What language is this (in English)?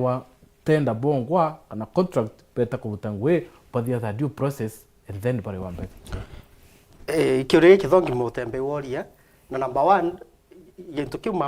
Meru